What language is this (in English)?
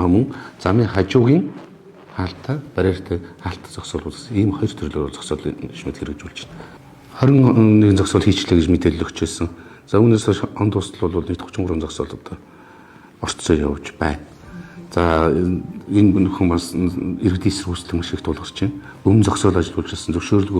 Mongolian